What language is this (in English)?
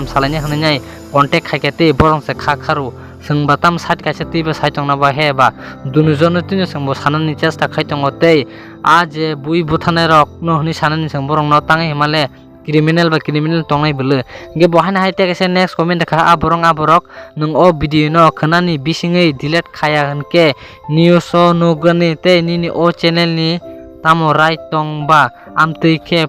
Kok Borok